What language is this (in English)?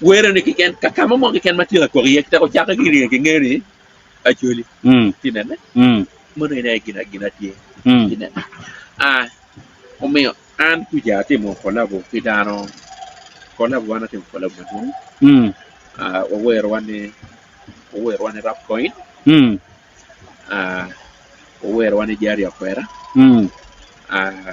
Acoli